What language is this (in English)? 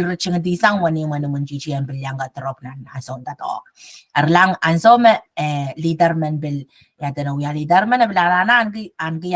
Pohnpeian